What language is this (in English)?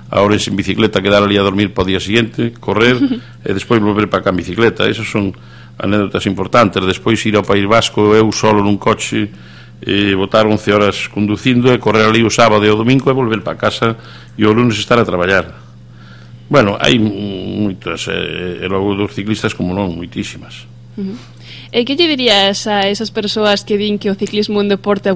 Galician